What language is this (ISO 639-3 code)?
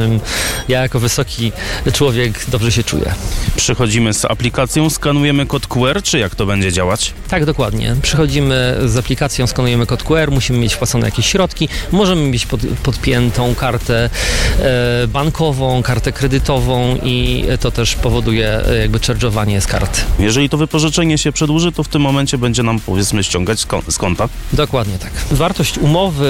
pol